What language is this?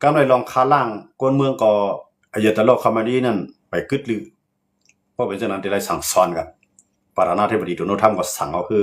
Shan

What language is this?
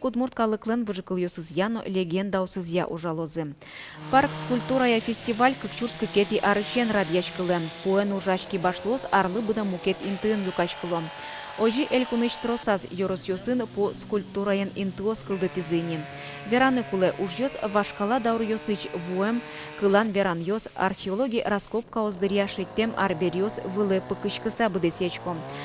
Udmurt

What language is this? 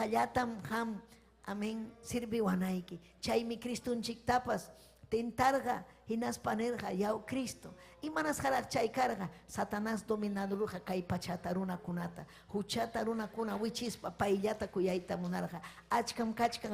Ayacucho Quechua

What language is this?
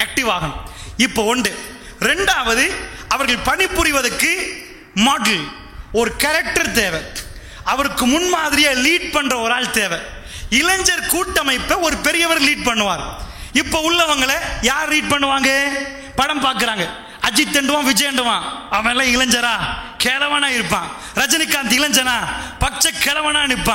Tamil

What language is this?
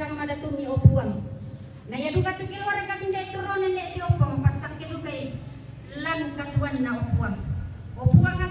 Toraja-Sa'dan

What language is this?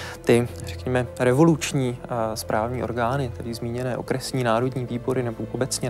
Czech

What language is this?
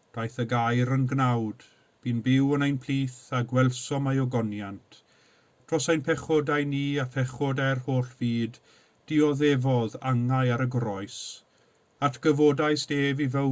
Welsh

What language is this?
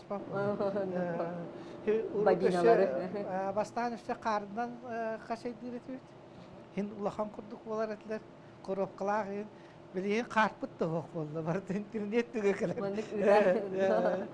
Yakut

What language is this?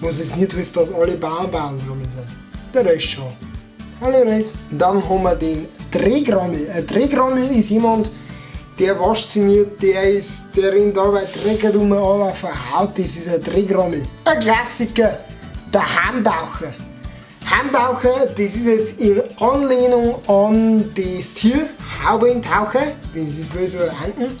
Bavarian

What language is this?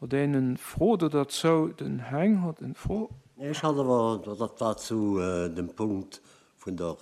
Luxembourgish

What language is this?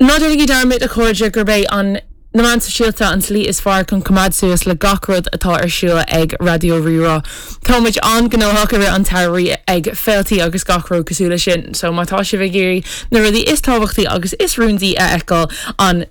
Irish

